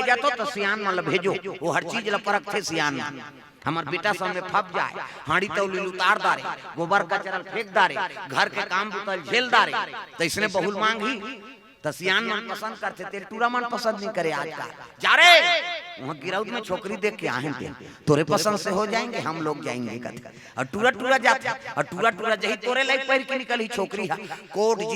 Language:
Chhattisgarhi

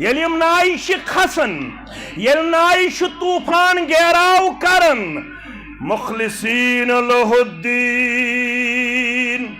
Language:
Kashmiri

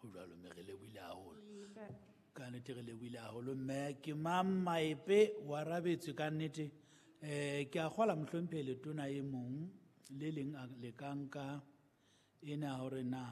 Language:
Southern Sotho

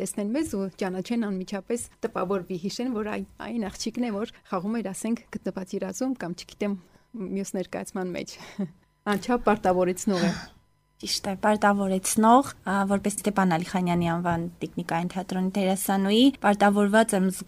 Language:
Armenian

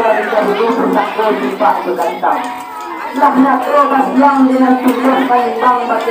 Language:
Minangkabau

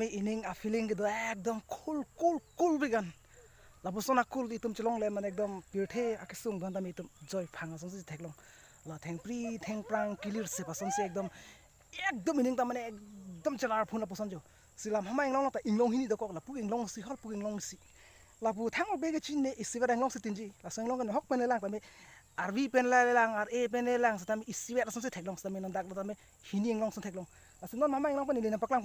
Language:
Karbi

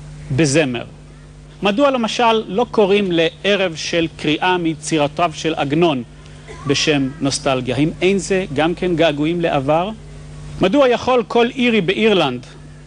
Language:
Hebrew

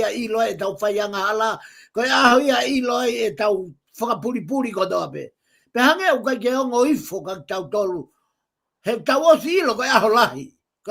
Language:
Tongan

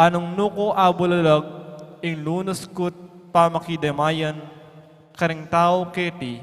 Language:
Pampanga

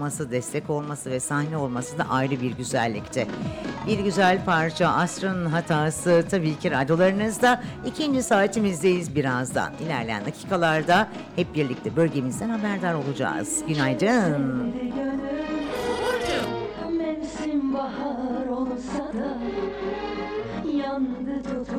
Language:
Turkish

